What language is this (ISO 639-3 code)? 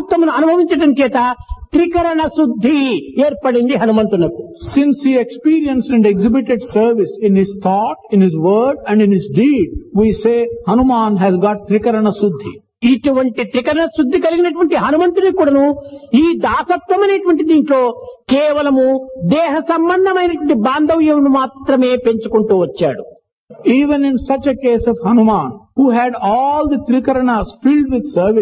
tel